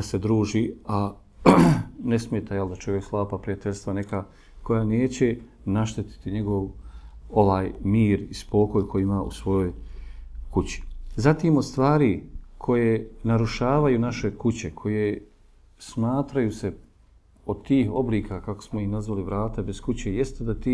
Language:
Bosnian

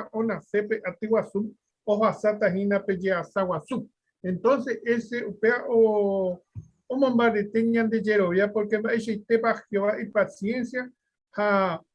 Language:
Guarani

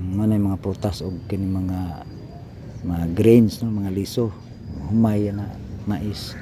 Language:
Cebuano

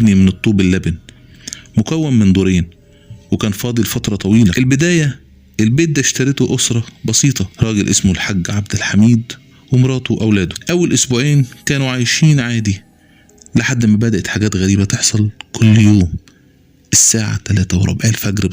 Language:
Egyptian Arabic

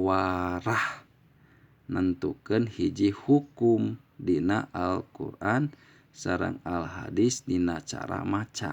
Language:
Sundanese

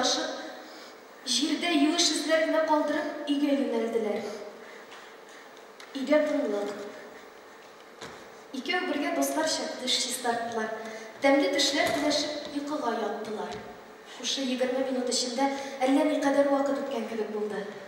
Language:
Tatar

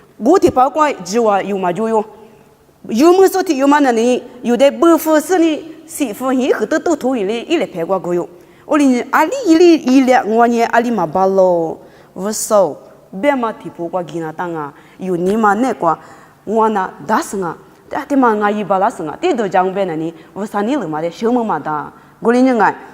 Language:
Lisu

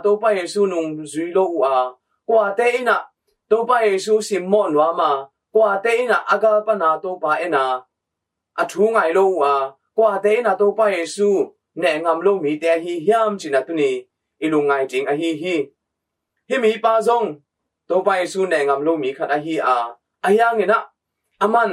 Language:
Tedim Chin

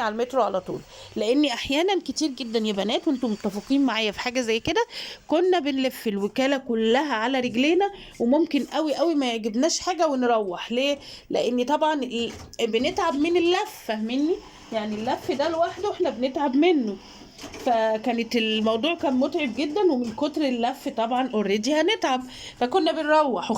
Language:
Egyptian Arabic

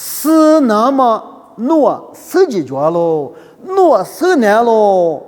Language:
Lisu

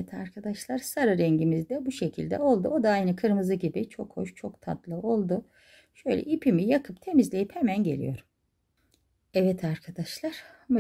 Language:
Turkish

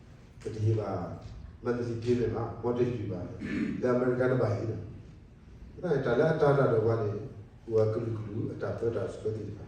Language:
S'gaw Karen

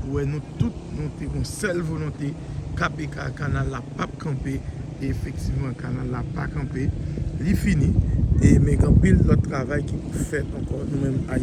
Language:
Haitian Creole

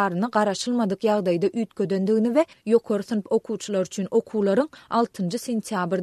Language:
Turkmen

